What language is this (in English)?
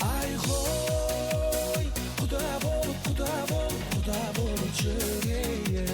Kara-Kalpak